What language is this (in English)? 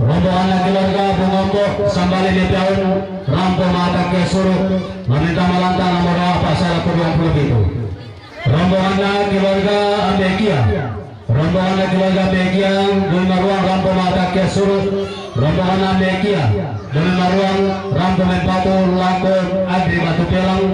Toraja-Sa'dan